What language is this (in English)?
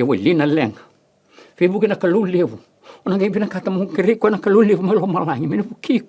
Fijian